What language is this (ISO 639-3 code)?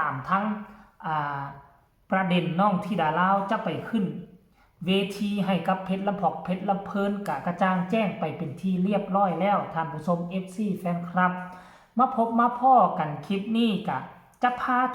tts